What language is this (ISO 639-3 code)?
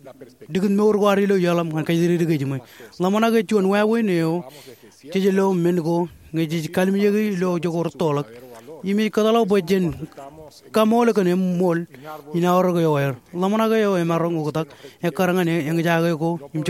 mah